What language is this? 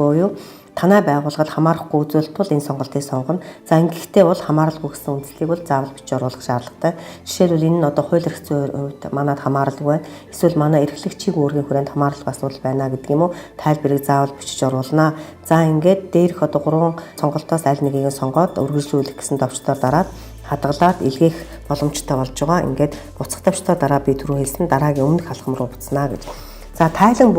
Mongolian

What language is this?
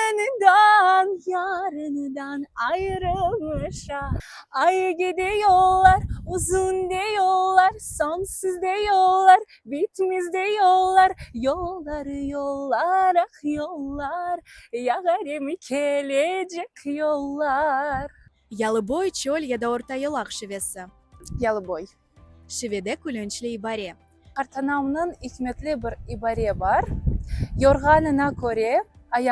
Crimean Tatar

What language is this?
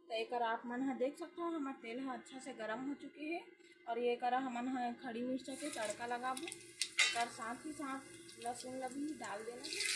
Chhattisgarhi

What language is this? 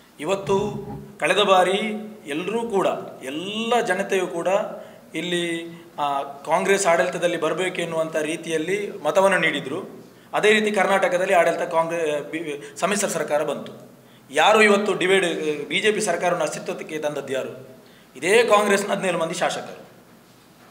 Kannada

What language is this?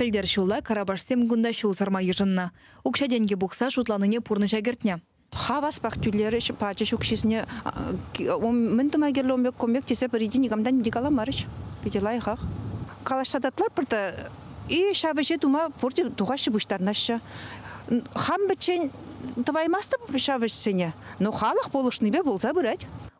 Chuvash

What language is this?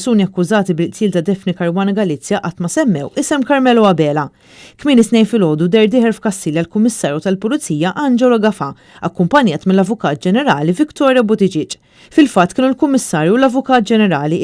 Maltese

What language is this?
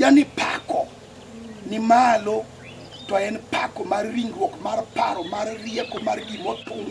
Luo (Kenya and Tanzania)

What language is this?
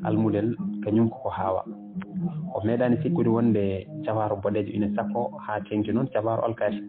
Fula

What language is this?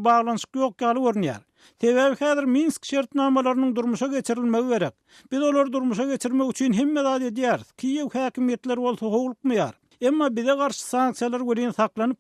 Turkmen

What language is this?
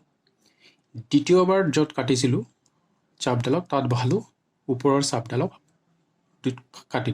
Assamese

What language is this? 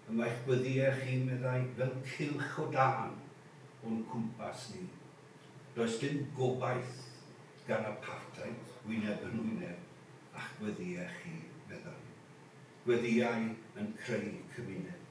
Welsh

